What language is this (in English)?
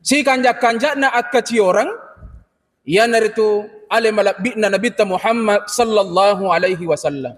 Buginese